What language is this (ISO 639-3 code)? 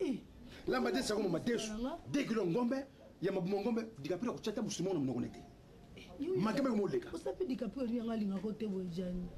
lin